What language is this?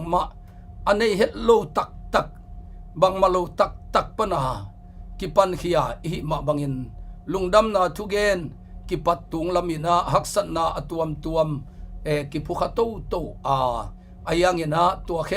Tedim Chin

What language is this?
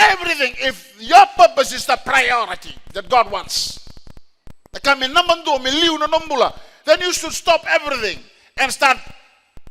Fijian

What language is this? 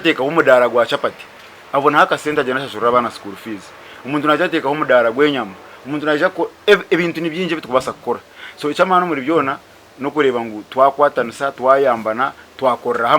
Nyankole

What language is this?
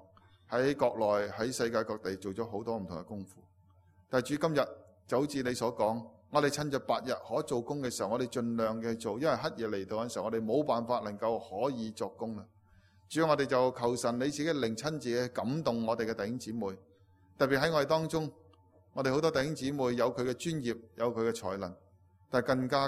Cantonese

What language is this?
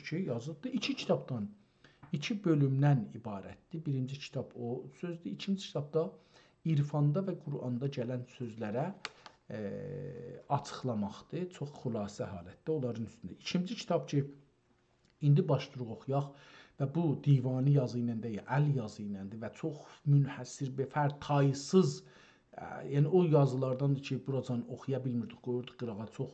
South Azerbaijani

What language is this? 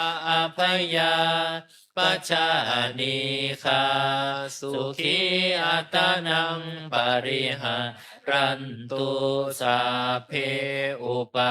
Pali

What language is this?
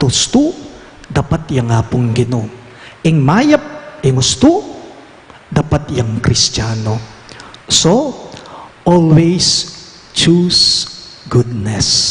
Pampanga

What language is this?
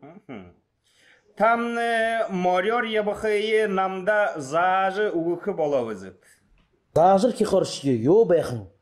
Buriat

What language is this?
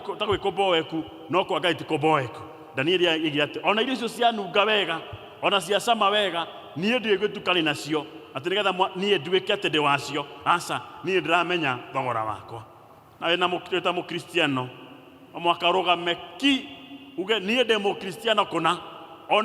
Kikuyu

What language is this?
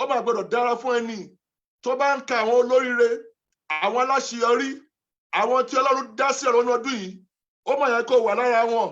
Yoruba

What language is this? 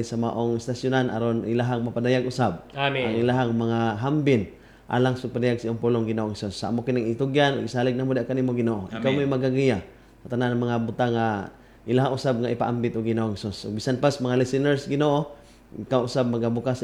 Cebuano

